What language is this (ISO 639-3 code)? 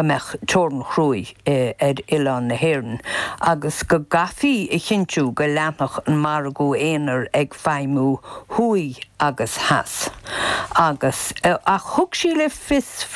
gle